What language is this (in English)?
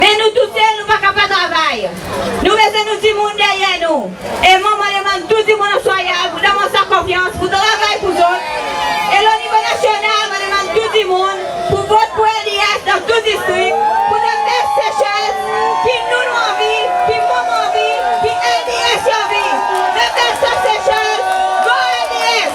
Seselwa Creole French